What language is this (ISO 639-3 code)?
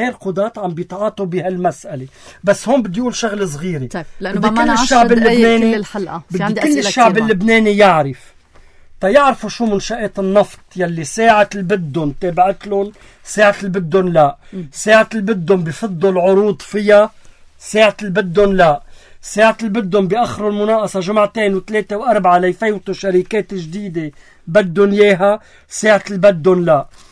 apc